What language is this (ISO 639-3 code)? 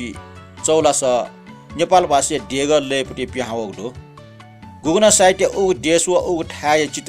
new